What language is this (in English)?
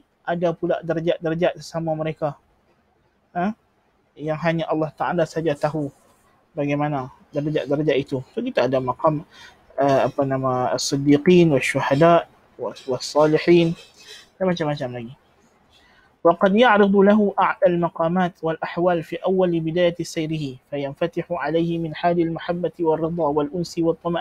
Malay